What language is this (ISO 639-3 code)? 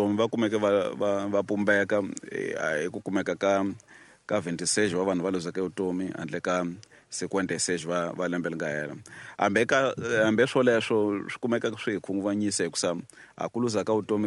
tso